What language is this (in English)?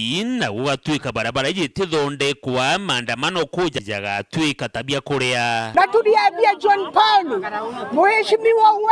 Meru